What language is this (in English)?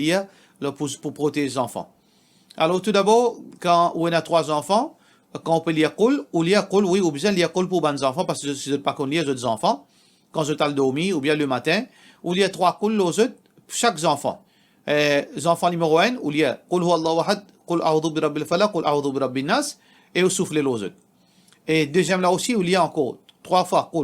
Morisyen